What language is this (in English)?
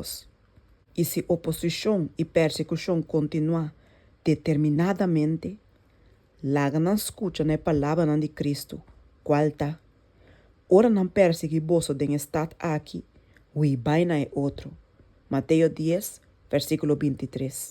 Papiamento